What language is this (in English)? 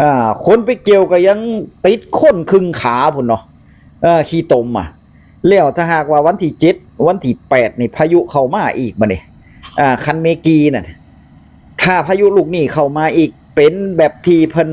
Northeastern Thai